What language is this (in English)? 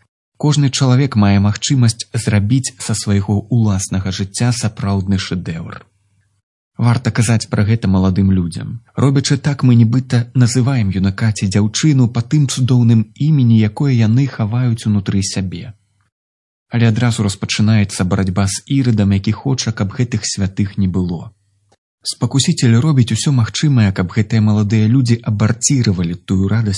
Belarusian